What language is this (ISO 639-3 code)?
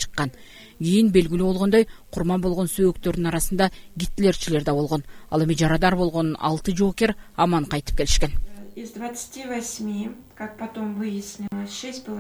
kir